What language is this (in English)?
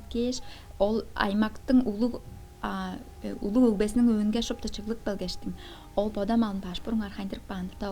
Tuvinian